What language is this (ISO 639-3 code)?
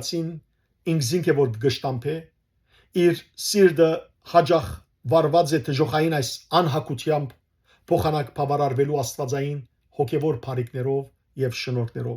hyw